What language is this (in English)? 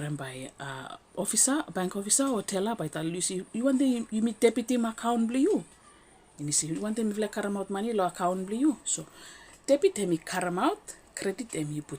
Bislama